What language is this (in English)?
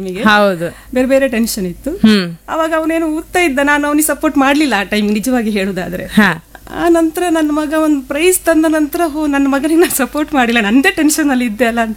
Kannada